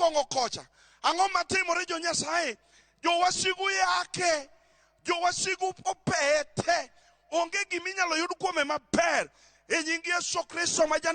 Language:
Luo (Kenya and Tanzania)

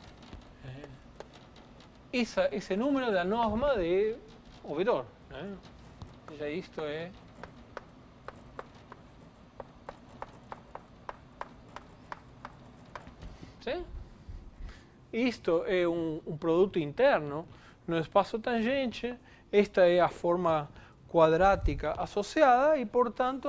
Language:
Portuguese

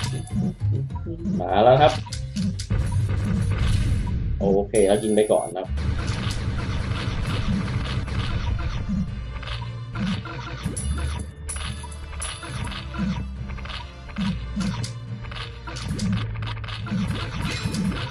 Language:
Thai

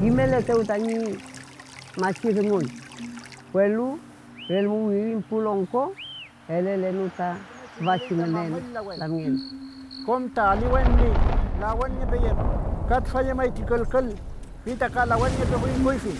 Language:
Mapuche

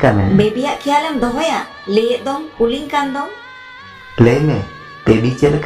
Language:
Santali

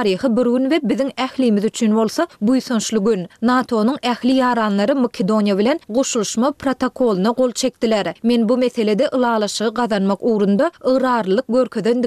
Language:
Turkmen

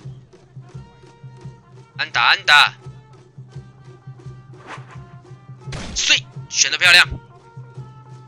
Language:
Chinese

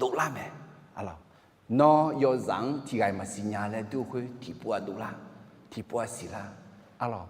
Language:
Akha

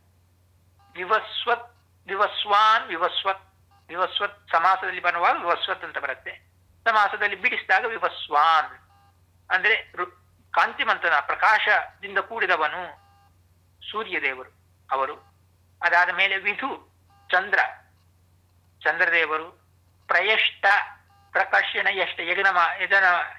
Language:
Kannada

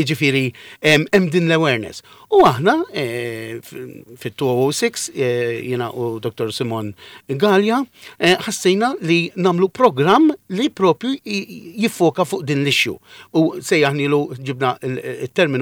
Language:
Maltese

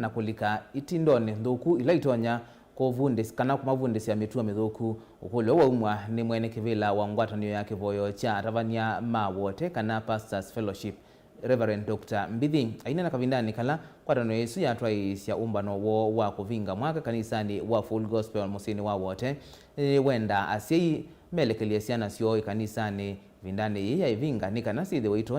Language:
Kamba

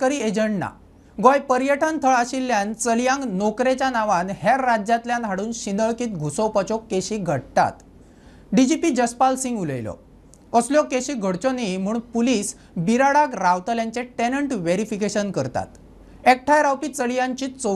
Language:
Konkani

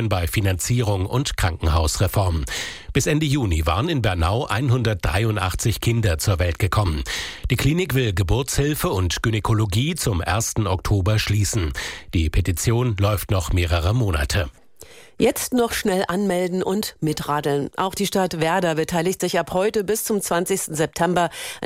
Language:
German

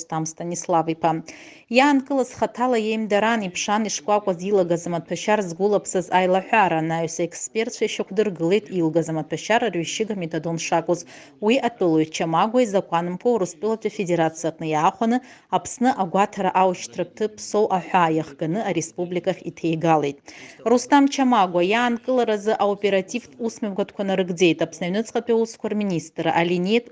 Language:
Abkhazian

